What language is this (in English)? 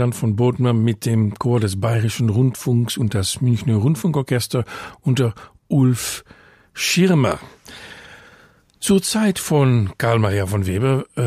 German